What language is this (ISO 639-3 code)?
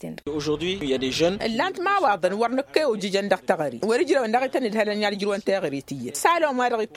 taq